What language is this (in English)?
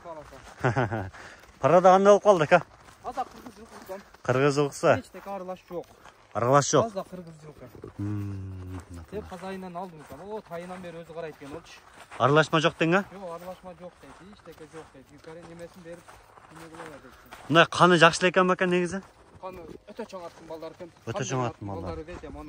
Kyrgyz